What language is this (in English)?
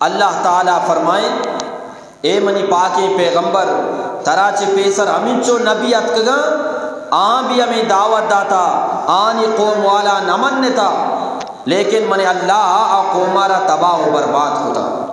Eastern Balochi